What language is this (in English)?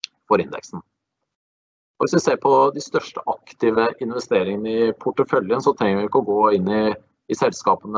Norwegian